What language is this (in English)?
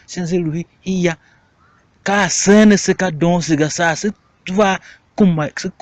Tiv